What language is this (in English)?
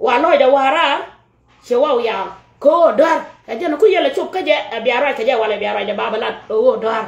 Nuer